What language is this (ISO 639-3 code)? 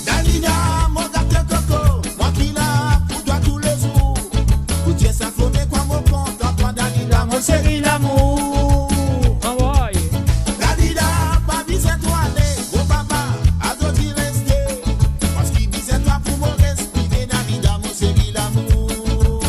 mfe